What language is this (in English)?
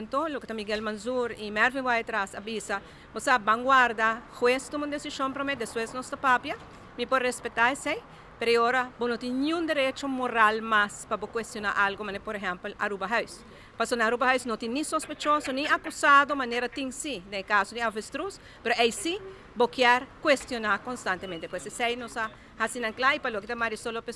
Papiamento